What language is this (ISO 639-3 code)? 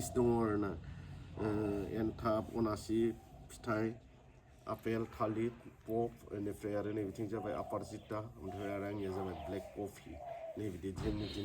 brx